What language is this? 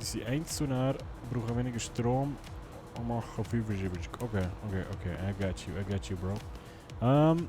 Swiss German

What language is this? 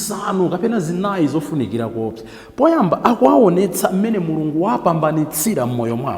Nyanja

